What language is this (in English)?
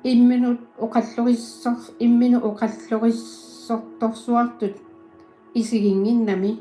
Kalaallisut